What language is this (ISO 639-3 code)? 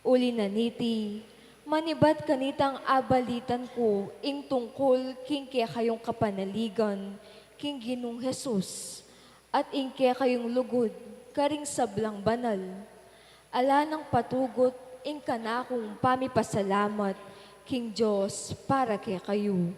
pam